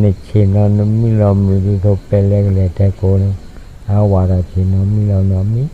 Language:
S'gaw Karen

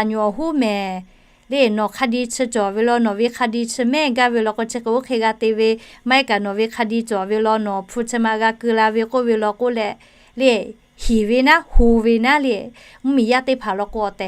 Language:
Lahu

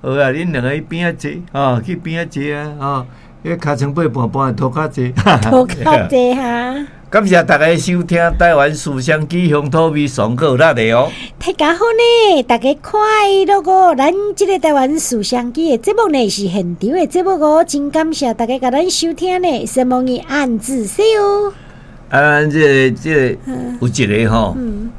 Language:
Min Nan Chinese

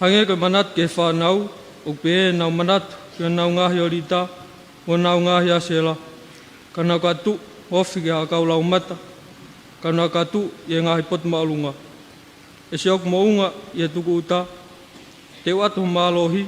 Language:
Tongan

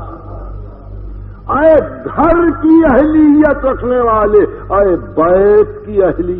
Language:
Urdu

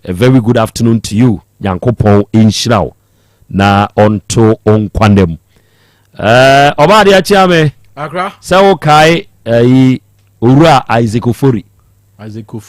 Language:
Akan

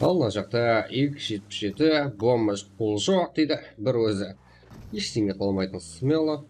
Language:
Kara-Kalpak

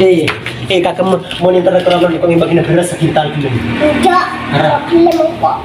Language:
Madurese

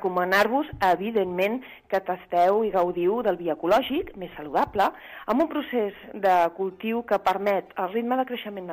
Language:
Catalan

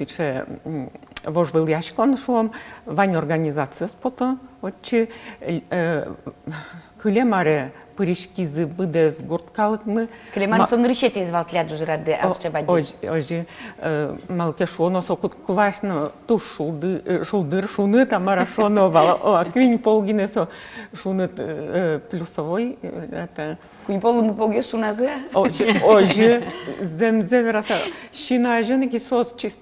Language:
Udmurt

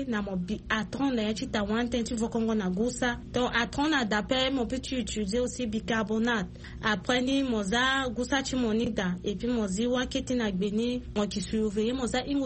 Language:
Sango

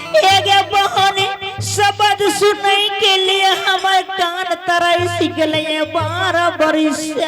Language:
Angika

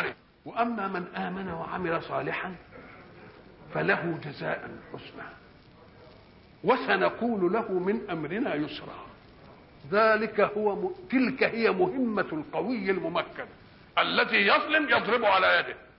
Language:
Arabic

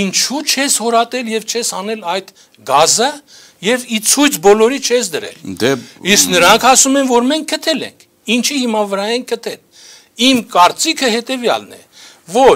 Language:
Armenian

